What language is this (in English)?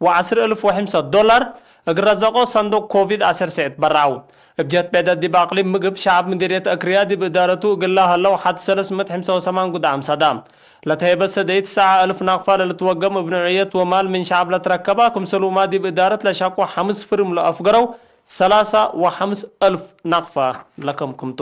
Tigre